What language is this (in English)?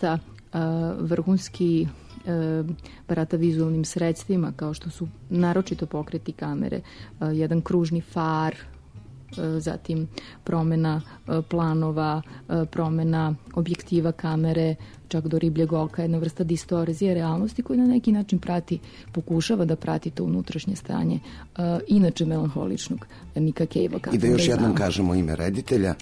Serbian